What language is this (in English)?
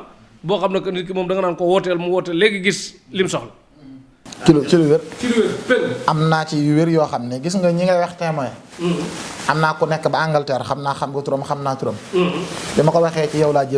Wolof